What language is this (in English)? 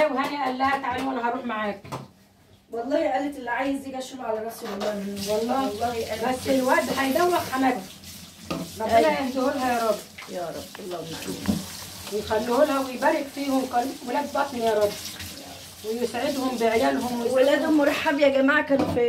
Egyptian Arabic